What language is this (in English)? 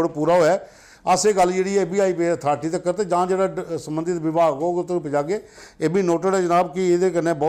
Dogri